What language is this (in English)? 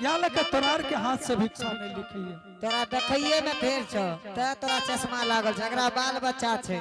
Angika